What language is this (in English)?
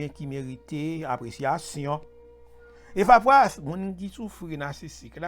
Haitian Creole